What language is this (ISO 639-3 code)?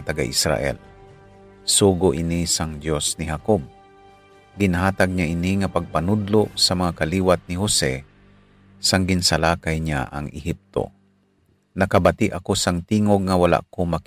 hil